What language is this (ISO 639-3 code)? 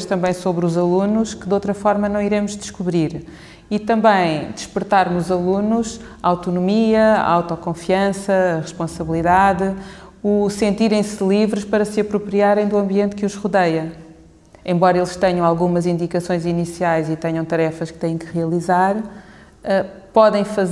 por